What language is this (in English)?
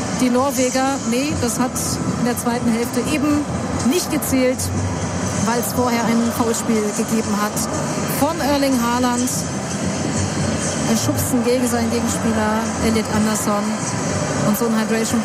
German